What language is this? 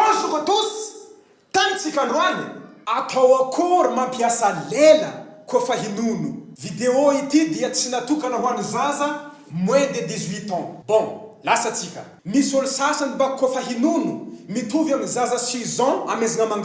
Malagasy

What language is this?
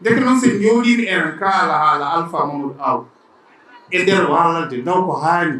Fula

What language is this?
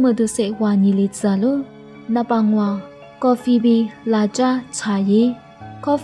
Lisu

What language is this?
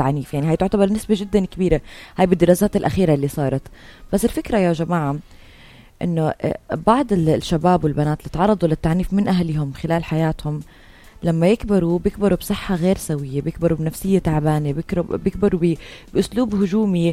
North Levantine Arabic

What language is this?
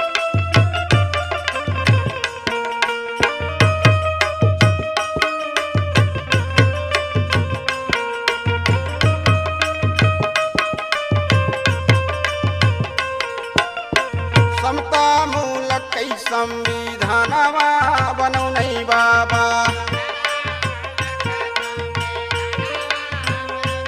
Bhojpuri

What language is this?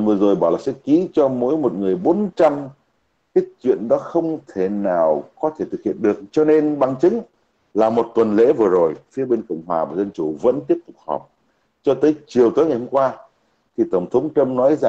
Vietnamese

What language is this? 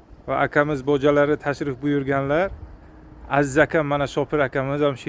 Uzbek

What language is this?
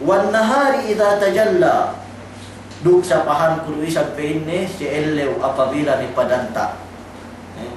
Yakan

